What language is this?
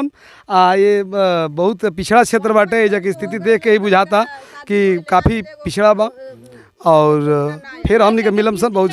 Bhojpuri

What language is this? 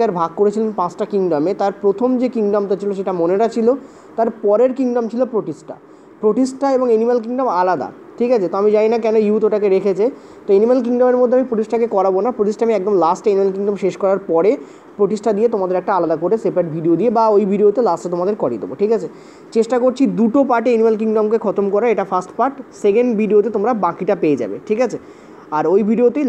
Bangla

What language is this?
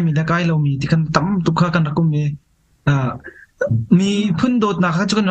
Hakha Chin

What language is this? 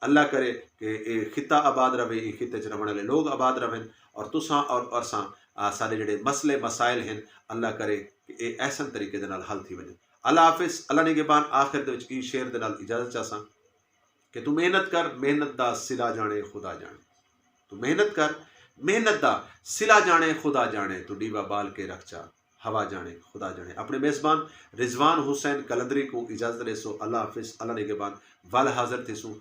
Saraiki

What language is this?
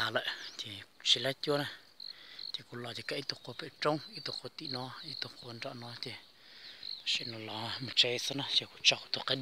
Hmong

